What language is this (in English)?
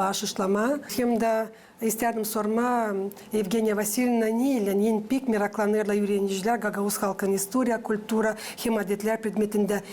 Gagauz